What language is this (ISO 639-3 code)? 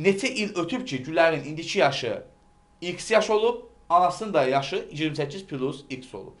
aze